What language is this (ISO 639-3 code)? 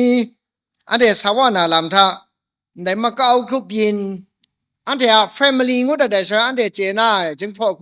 kac